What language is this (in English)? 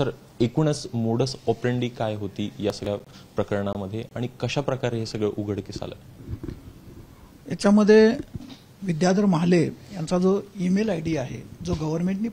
Marathi